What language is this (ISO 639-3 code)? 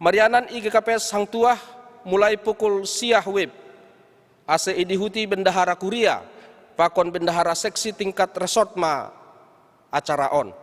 bts